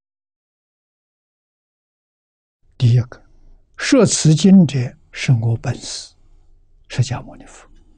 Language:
Chinese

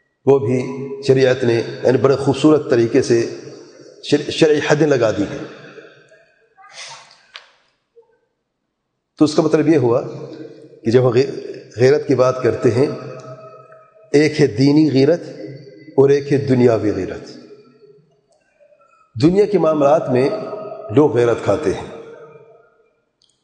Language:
Urdu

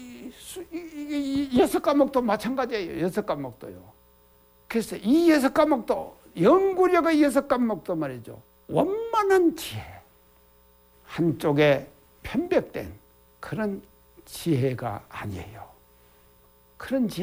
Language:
Korean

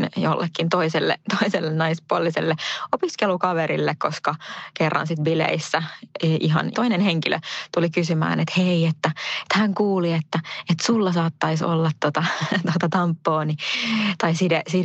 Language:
Finnish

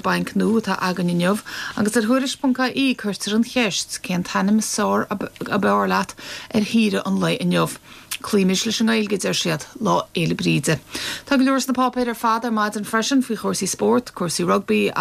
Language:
Irish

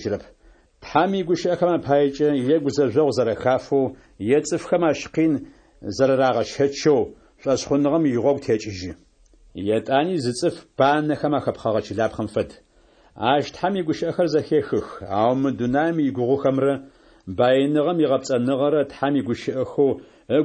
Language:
Adyghe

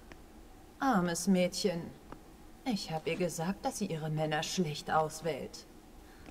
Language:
German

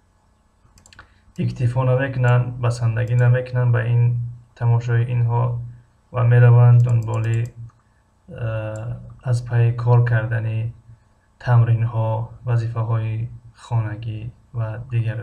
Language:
Tajik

